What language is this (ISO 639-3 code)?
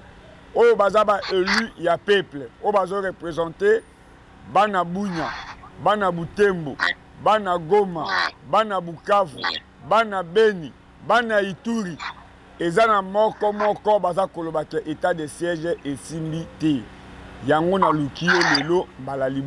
lin